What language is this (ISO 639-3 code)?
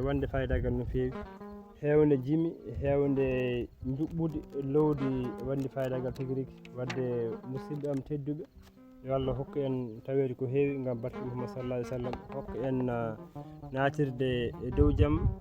ful